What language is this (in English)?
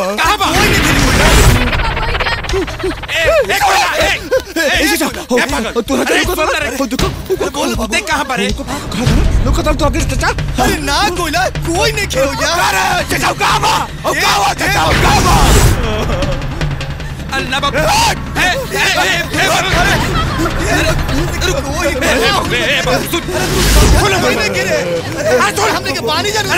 Bhojpuri